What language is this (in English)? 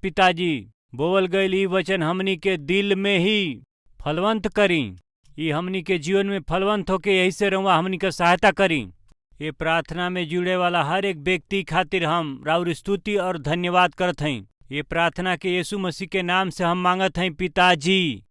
Bhojpuri